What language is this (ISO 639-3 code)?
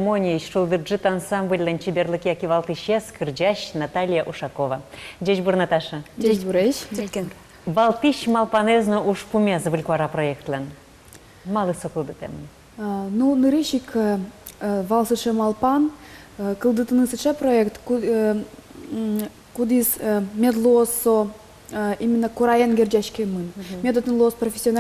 udm